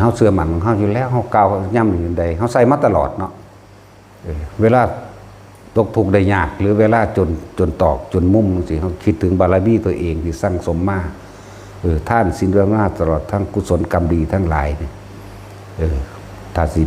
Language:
Lao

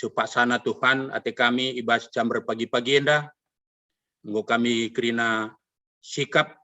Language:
Batak Karo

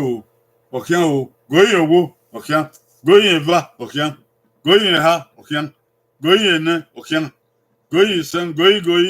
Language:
Bini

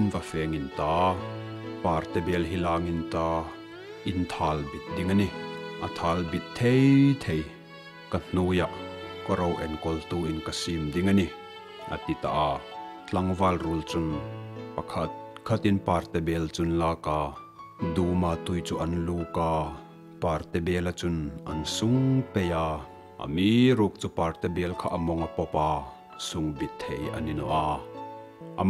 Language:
Hmar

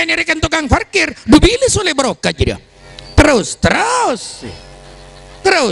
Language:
Madurese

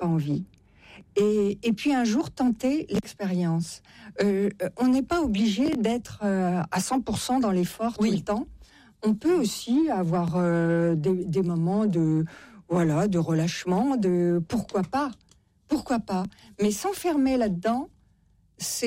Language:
French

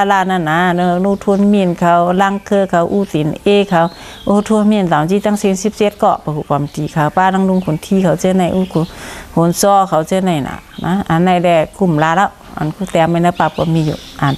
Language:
Shan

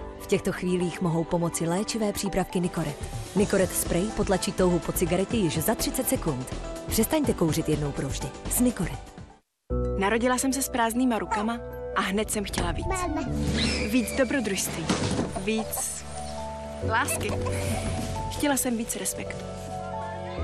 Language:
Czech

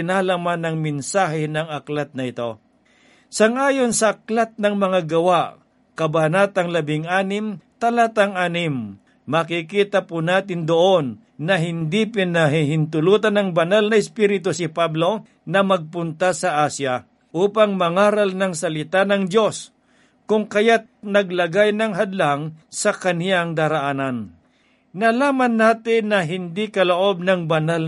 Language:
Filipino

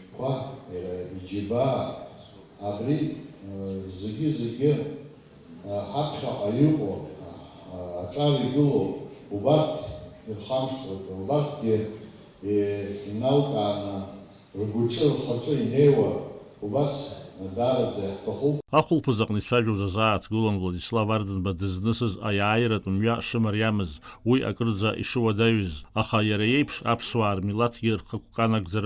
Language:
Abkhazian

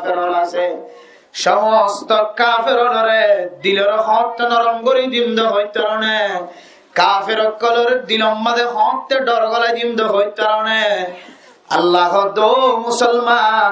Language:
Rohingya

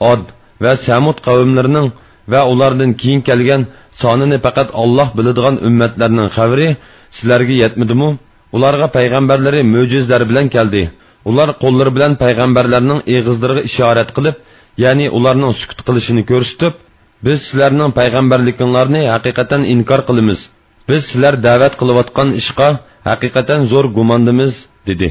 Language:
Uyghur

